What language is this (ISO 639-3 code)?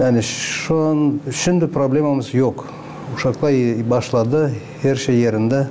gag